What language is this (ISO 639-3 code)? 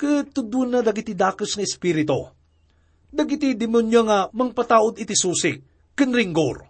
ilo